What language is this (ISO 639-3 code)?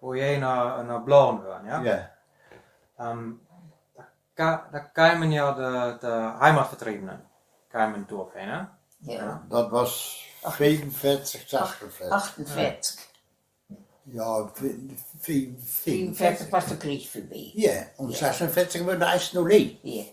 wep